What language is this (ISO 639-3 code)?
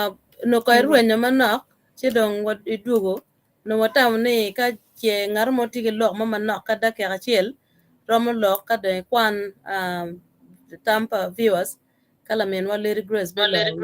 ach